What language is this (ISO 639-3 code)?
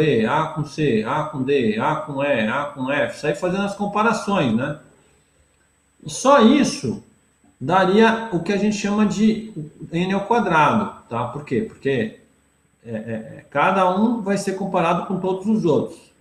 por